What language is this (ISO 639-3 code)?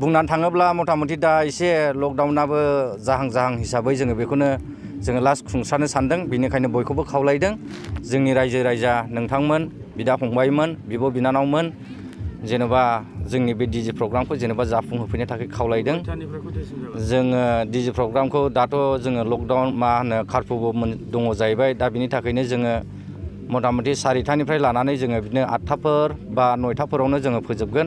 brx